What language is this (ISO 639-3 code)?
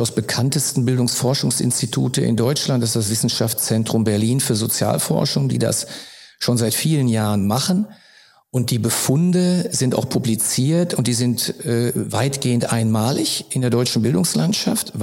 deu